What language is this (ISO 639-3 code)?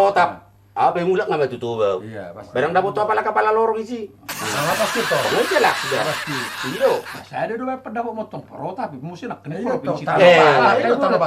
bbc